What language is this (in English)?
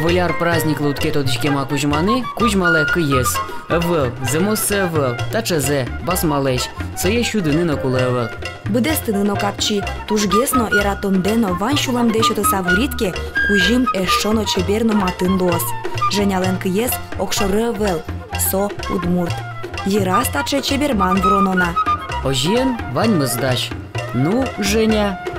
Udmurt